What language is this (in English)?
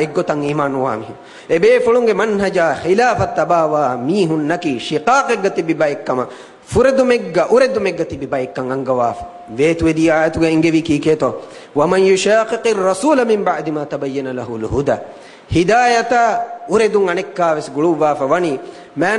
Divehi